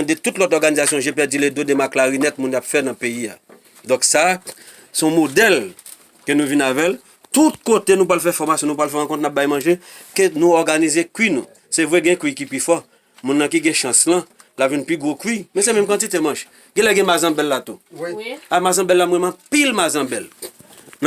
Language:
Haitian Creole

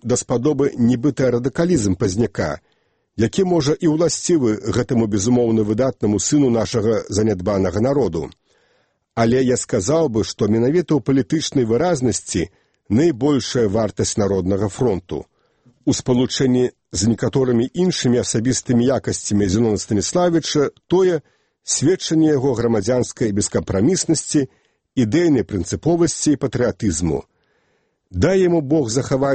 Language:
Belarusian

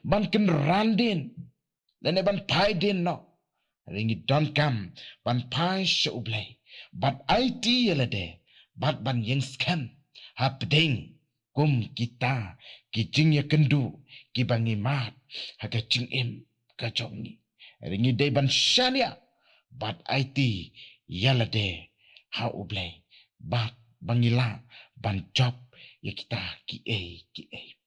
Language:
Khasi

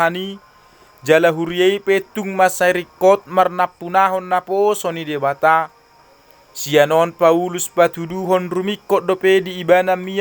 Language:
Batak Toba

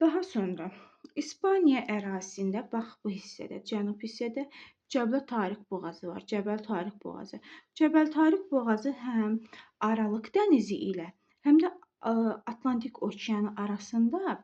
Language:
Azerbaijani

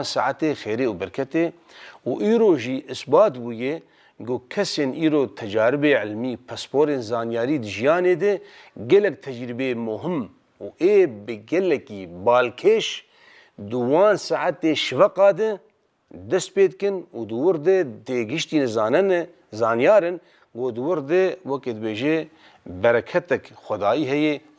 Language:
Kurdish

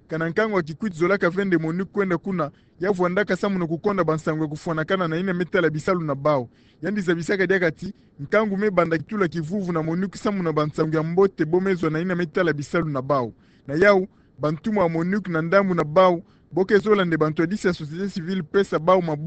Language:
Kituba (Democratic Republic of Congo)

